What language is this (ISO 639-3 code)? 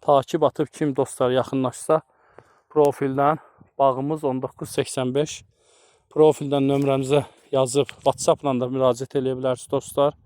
aze